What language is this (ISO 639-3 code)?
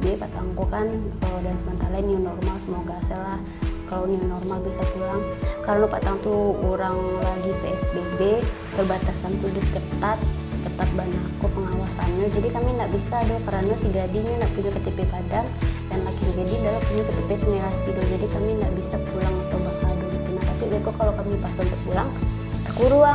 min